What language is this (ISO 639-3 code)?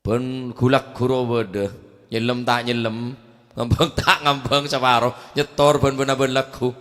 mad